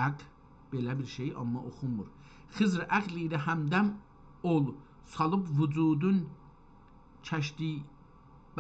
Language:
South Azerbaijani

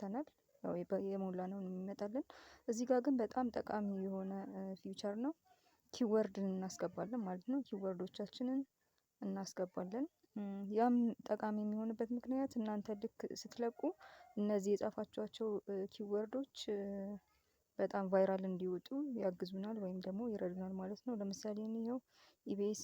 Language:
Amharic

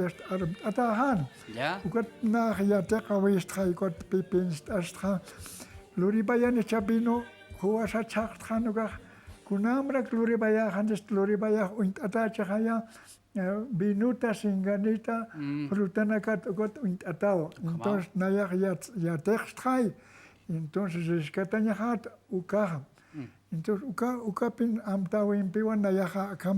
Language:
Aymara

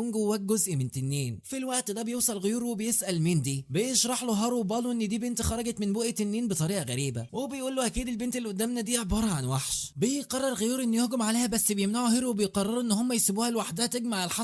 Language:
Egyptian Arabic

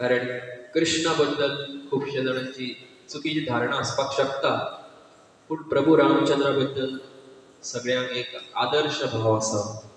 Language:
Konkani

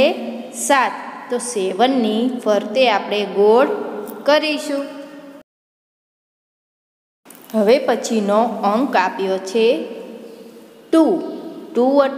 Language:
Gujarati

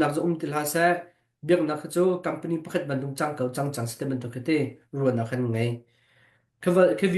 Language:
Hakha Chin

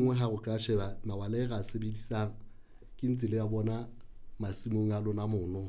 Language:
Southern Sotho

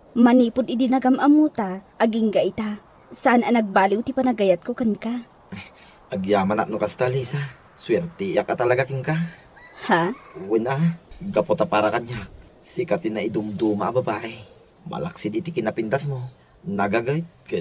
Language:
Iloko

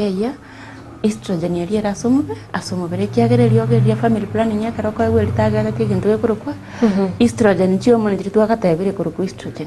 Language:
Gusii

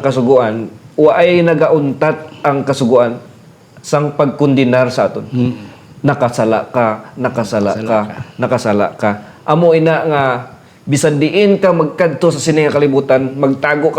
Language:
Hiligaynon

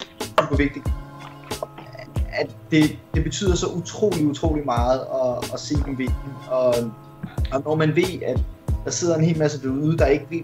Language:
Danish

